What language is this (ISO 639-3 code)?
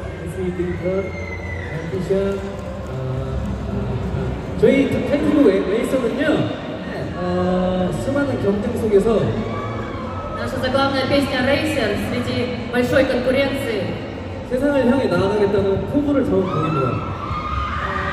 kor